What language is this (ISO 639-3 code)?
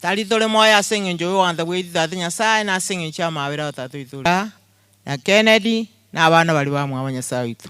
guz